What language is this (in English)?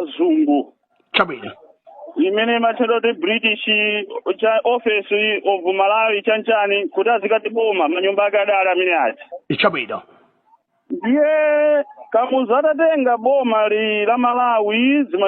Nyanja